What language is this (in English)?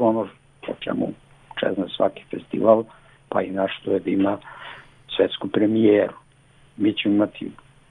Serbian